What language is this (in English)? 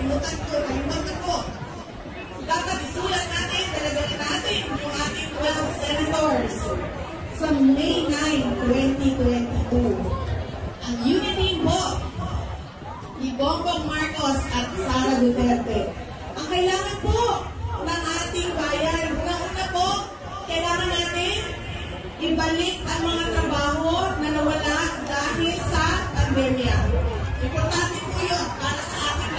Filipino